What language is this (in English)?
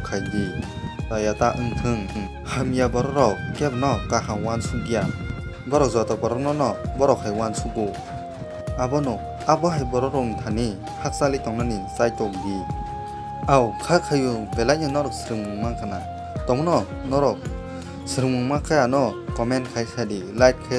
Kok Borok